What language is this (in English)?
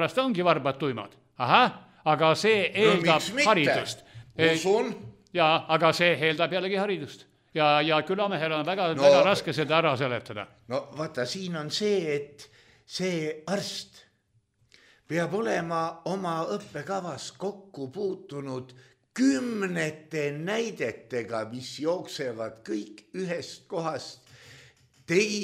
Estonian